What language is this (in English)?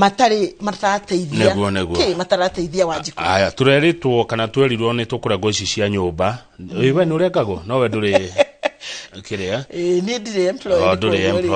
Kikuyu